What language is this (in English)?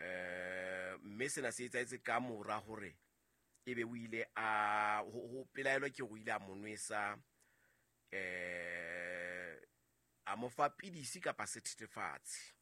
Southern Sotho